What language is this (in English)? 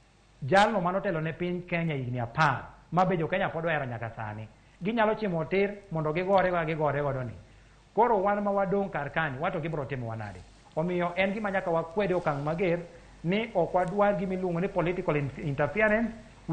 Luo (Kenya and Tanzania)